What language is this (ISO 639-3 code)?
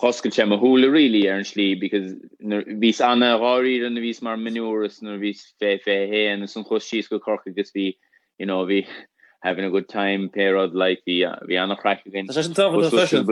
gle